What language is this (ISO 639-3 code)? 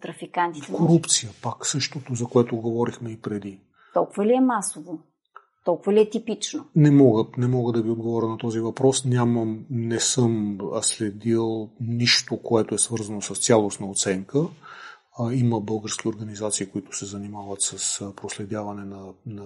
bul